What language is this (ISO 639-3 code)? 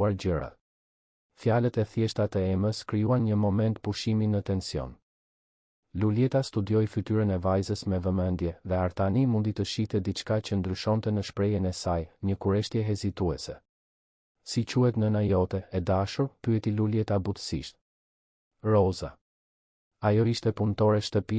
sqi